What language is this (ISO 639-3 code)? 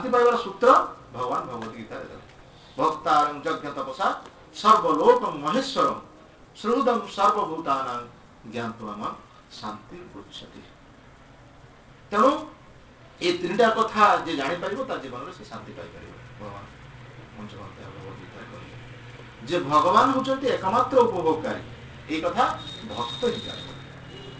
ori